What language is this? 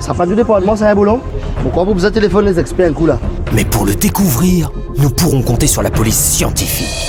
Morisyen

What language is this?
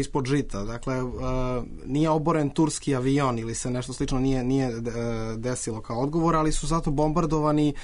Serbian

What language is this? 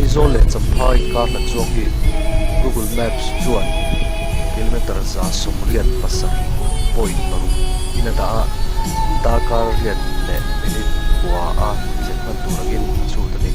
Mizo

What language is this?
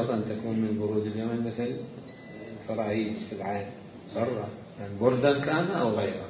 Mesopotamian Arabic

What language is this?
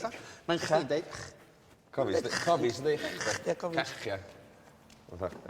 Welsh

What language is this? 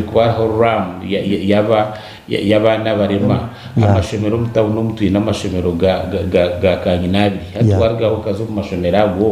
Nyankole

